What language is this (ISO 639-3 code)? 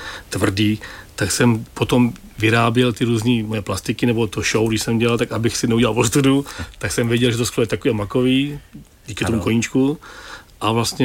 ces